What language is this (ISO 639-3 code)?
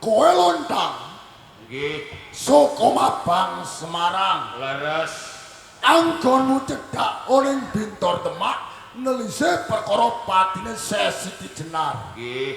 jav